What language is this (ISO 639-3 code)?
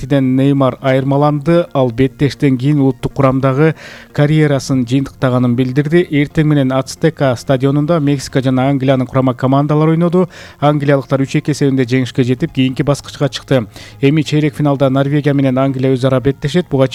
kir